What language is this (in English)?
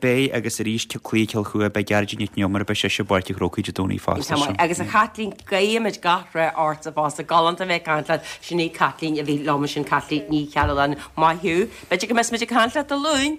Irish